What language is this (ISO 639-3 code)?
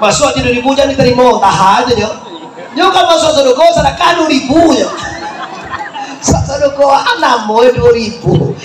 min